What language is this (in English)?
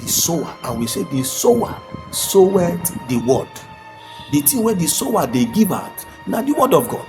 Nigerian Pidgin